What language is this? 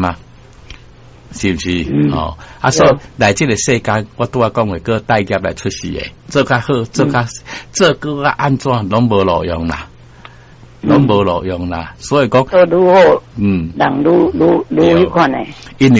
Min Nan Chinese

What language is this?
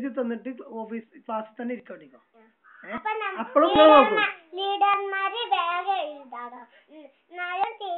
Malayalam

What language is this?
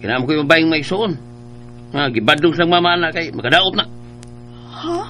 Cebuano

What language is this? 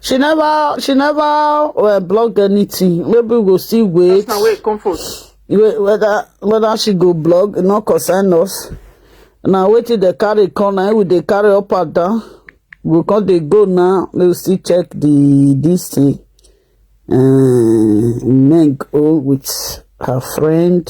Nigerian Pidgin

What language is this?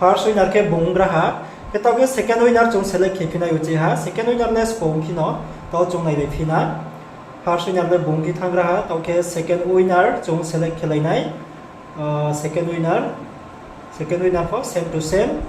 Riang (India)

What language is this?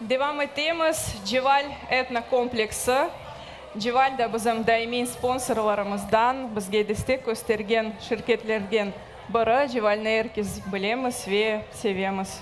Crimean Tatar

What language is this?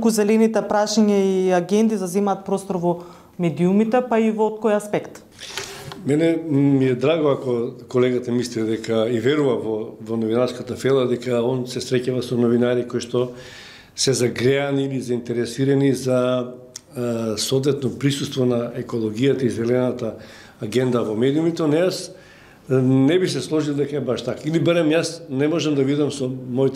Macedonian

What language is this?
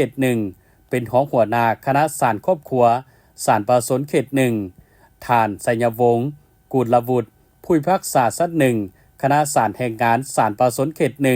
Lao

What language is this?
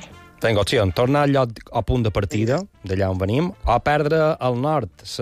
Catalan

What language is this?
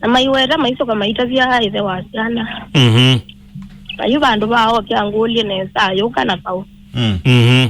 Kamba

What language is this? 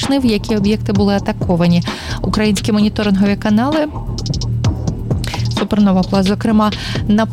Ukrainian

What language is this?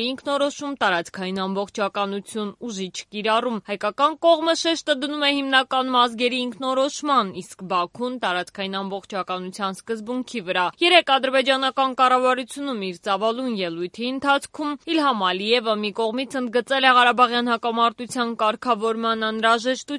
Armenian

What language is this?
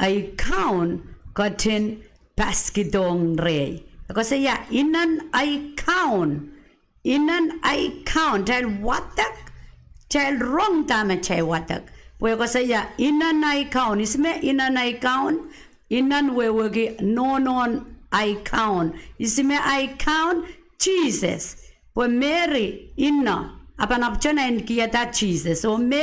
Pohnpeian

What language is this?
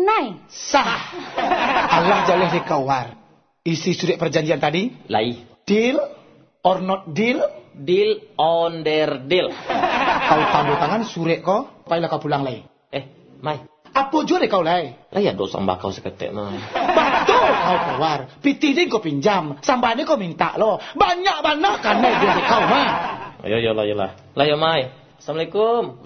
Minangkabau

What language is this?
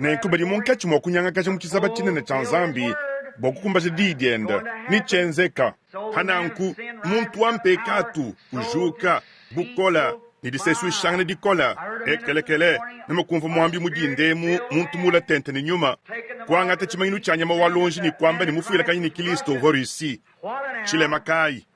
Luba-Lulua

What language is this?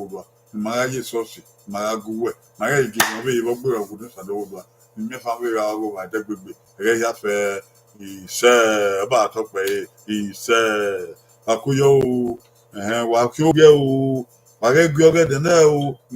Bini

